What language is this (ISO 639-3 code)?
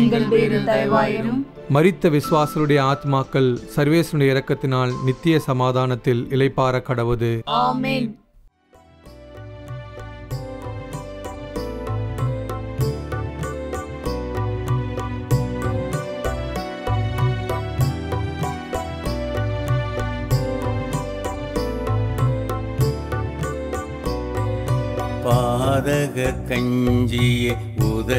tam